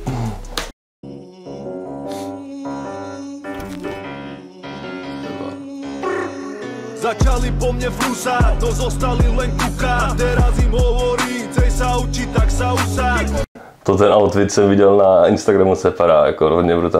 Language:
Czech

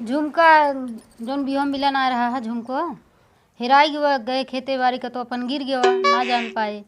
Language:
Awadhi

